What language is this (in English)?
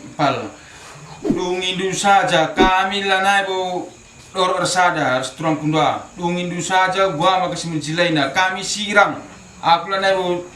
Batak Karo